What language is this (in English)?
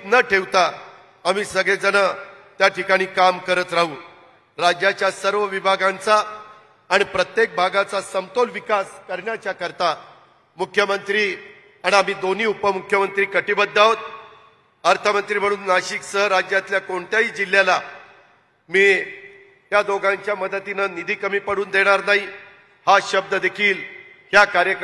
Marathi